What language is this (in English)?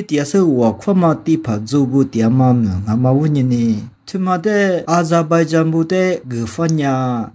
Lisu